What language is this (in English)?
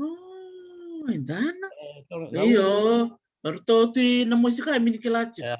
Fijian